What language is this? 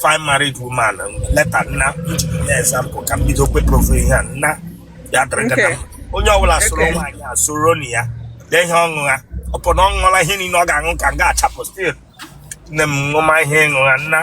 Igbo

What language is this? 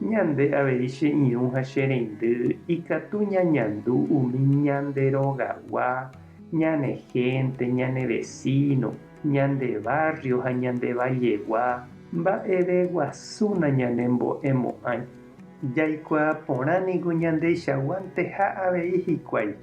Guarani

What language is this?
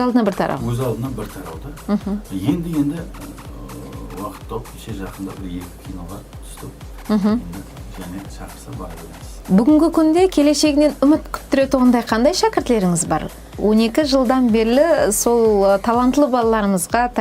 Kara-Kalpak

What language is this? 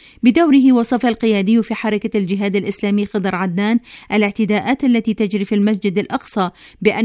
Arabic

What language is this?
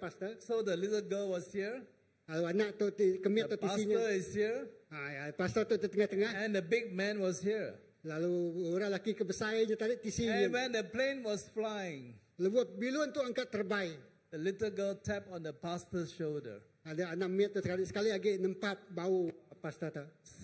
Iban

